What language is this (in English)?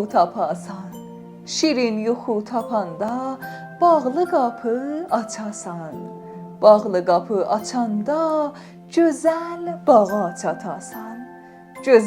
South Azerbaijani